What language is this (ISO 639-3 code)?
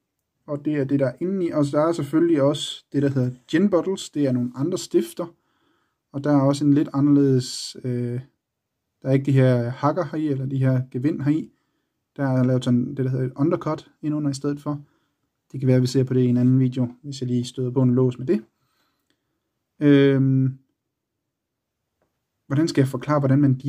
dan